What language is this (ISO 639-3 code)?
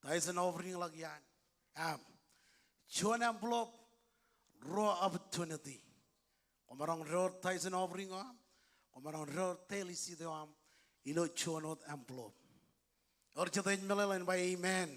mah